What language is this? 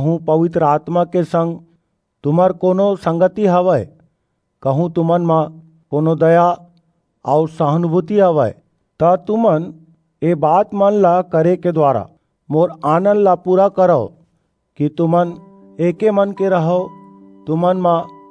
Chhattisgarhi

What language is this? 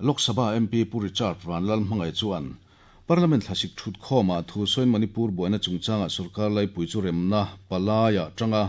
Mizo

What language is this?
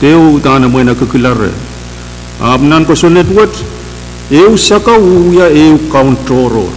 Pohnpeian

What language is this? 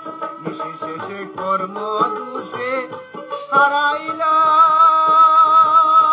Bangla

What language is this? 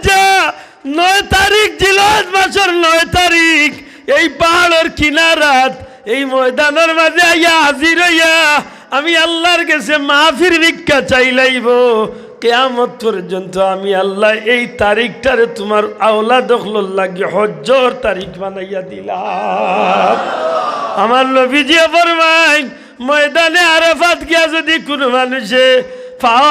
Sylheti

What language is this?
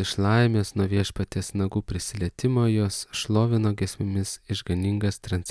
Lithuanian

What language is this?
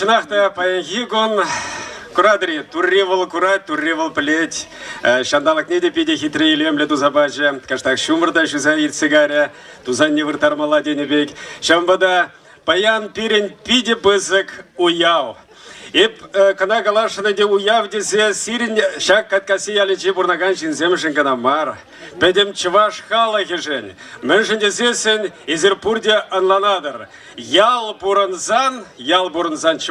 Chuvash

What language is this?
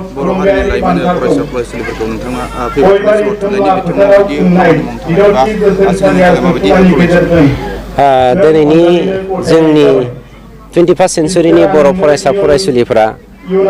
Bodo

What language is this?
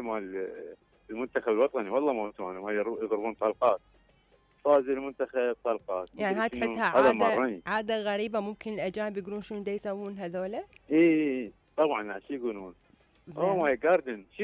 Mesopotamian Arabic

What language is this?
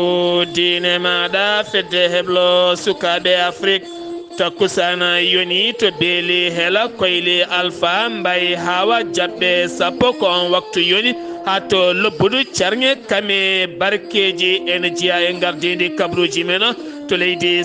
Fula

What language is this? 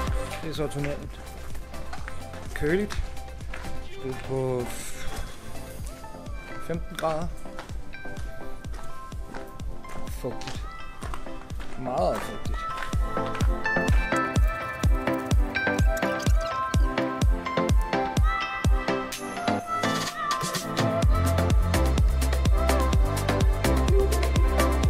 Danish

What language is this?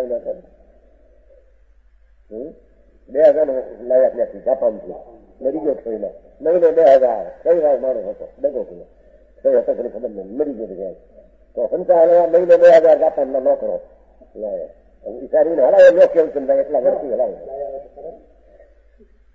Gujarati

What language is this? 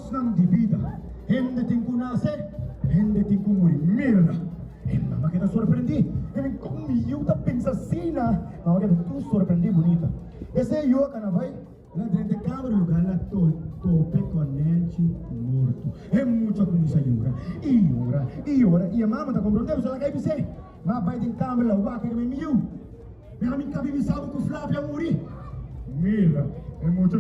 Papiamento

